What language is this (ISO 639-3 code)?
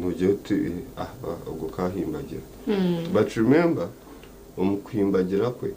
nyn